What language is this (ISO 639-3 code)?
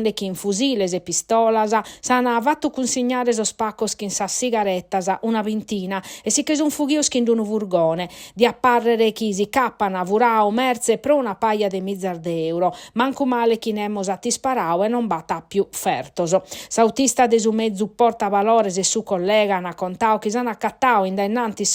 srd